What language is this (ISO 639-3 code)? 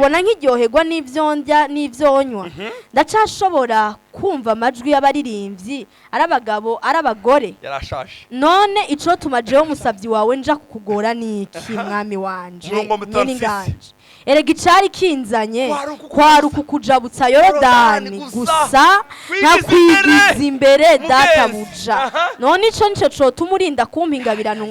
run